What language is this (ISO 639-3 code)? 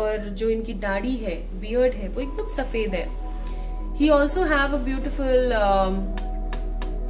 hin